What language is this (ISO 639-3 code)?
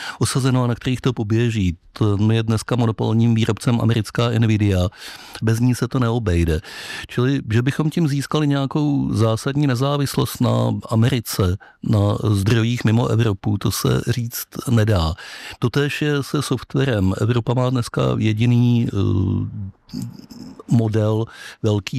ces